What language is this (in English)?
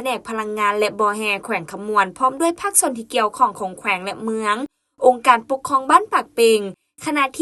Lao